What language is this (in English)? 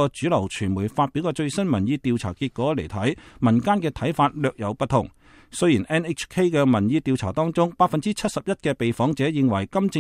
Cantonese